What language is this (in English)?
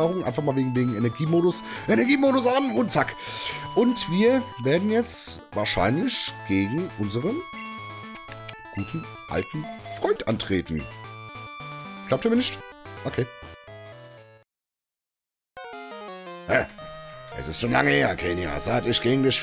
German